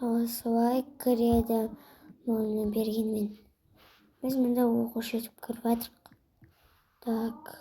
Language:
Kazakh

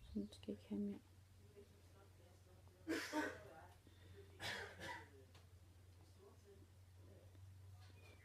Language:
Danish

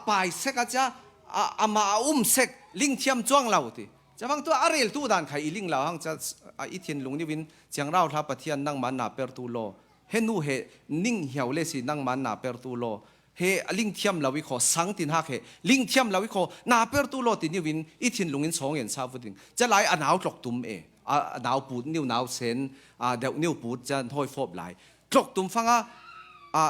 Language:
Falam Chin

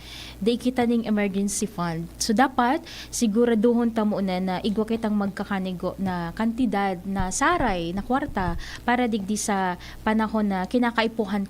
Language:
Bikol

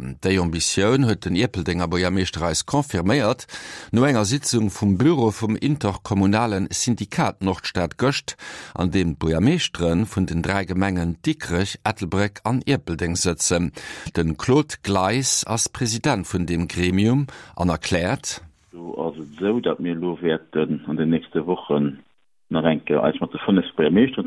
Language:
Luxembourgish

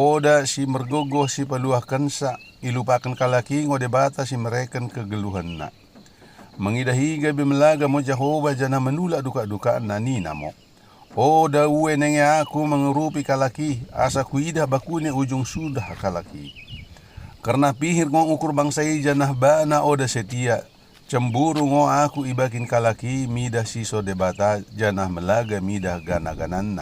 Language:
Batak Dairi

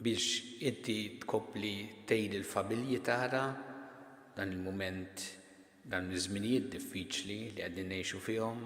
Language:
Maltese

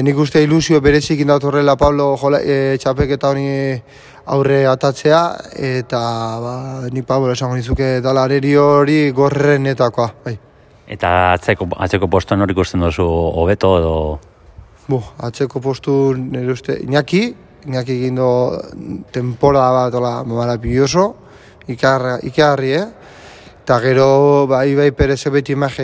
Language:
Basque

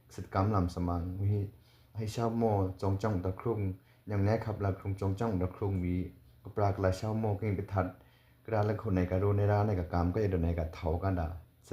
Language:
Miju-Mishmi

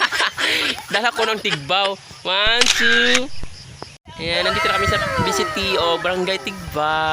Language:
Cebuano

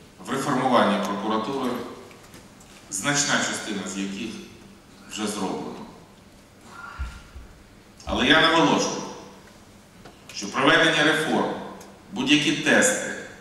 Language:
Ukrainian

